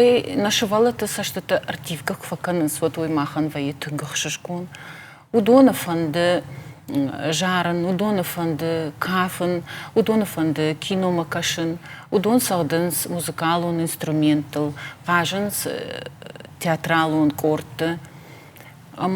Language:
Ossetic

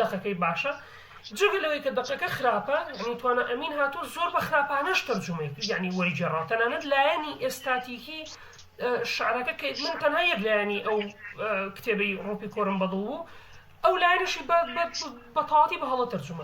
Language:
Central Kurdish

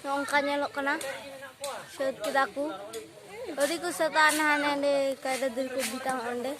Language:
Santali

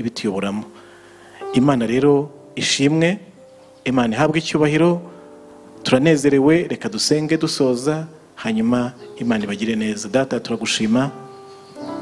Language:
Kinyarwanda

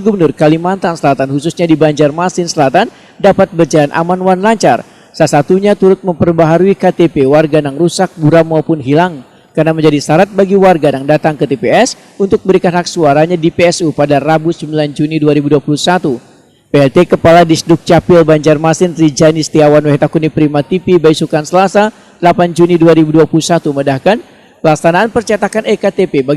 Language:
Banjar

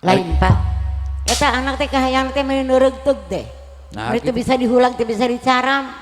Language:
Sundanese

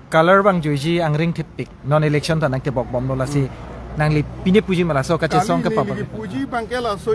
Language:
Karbi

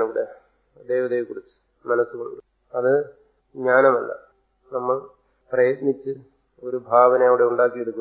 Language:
Malayalam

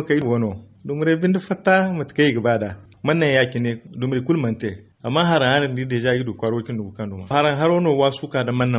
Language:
Zarma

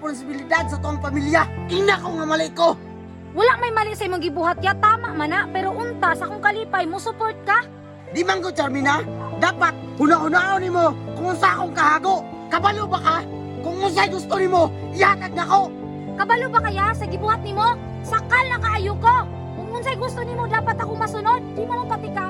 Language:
Cebuano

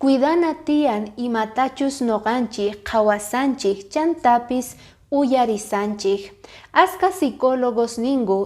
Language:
Quechua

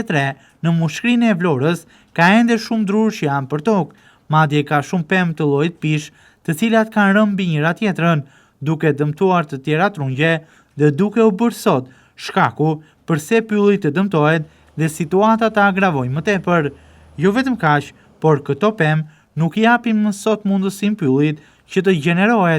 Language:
Albanian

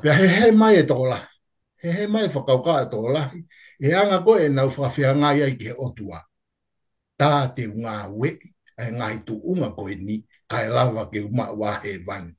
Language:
Tongan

